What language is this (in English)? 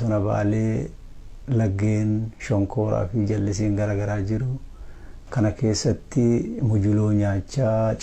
Oromo